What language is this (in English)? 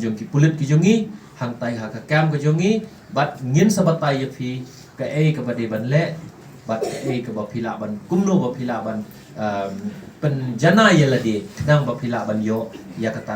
Khasi